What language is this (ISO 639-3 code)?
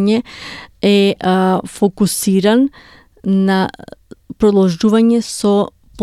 mkd